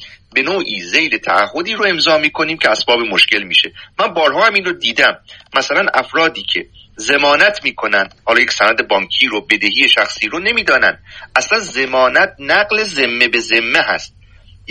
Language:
Persian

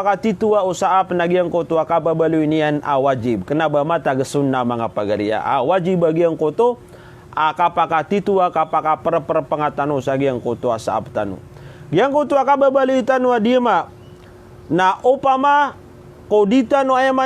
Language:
Maranao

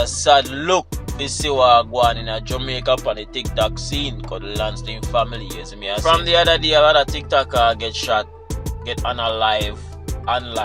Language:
Jamaican Creole English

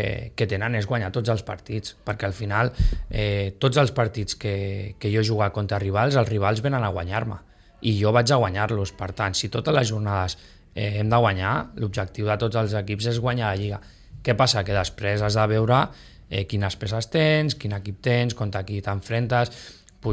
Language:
Catalan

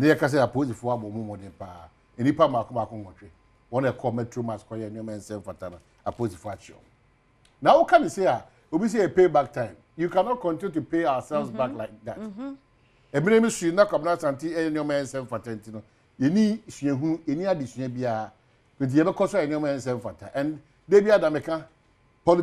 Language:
Akan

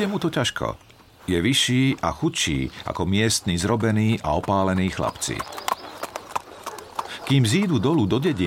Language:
Slovak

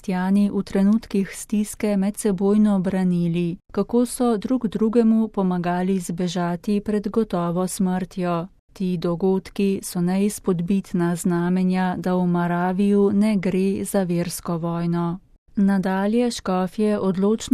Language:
Slovenian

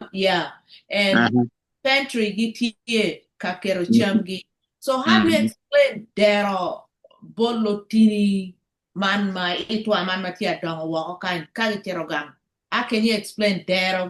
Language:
Acoli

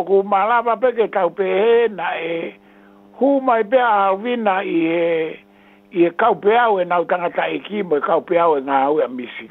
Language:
Tongan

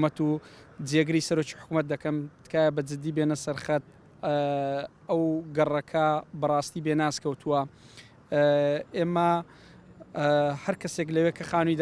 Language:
Central Kurdish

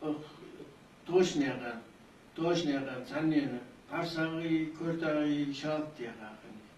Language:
Ingush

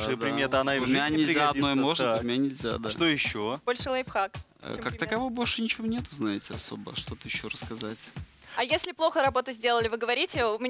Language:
Russian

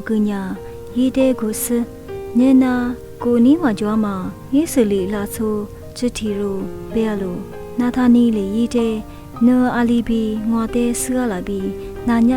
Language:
Lisu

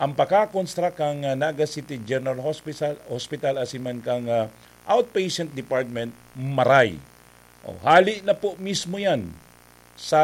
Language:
Bikol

